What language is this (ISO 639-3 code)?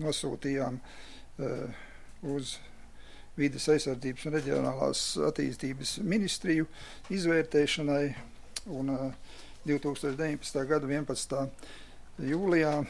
lav